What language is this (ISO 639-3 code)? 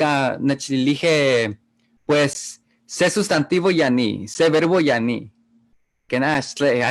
nhe